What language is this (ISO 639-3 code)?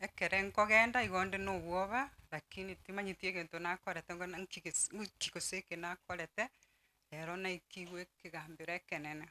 guz